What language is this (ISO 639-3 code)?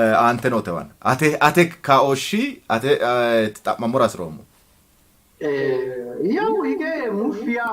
sid